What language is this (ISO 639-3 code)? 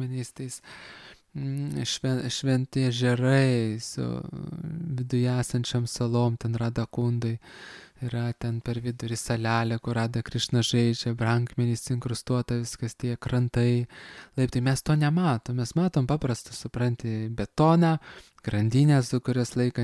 lit